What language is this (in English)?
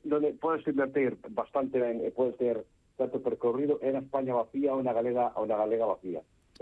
Galician